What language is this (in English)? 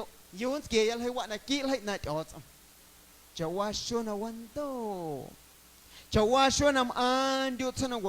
Guerrero Amuzgo